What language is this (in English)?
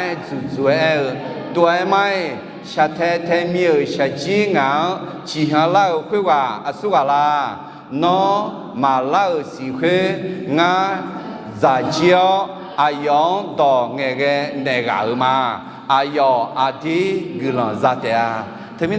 Akha